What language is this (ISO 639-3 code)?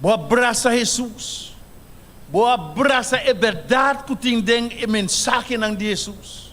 pap